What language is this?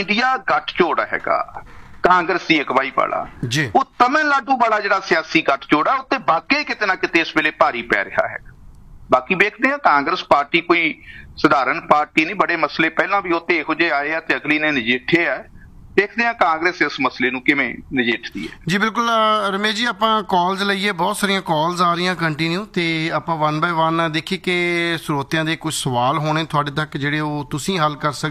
Punjabi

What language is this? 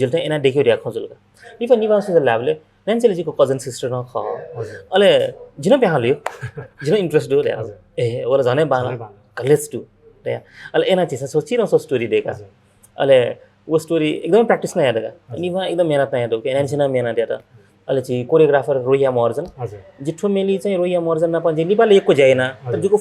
Newari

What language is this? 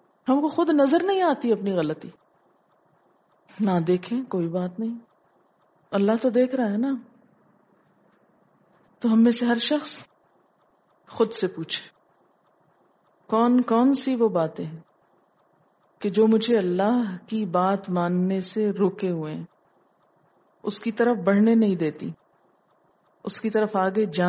Urdu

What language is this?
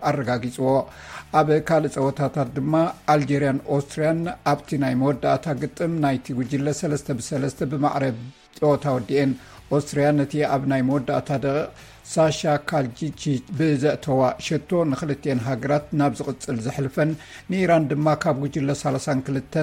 Tigrinya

